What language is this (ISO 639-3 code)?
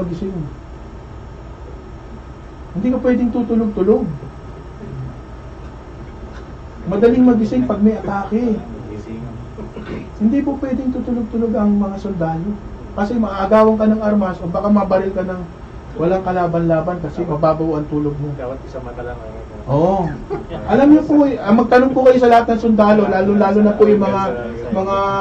fil